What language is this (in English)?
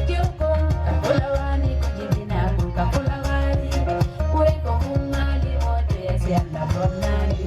Fula